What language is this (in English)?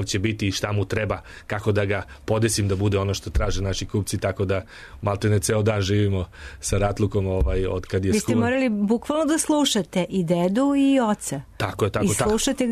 Serbian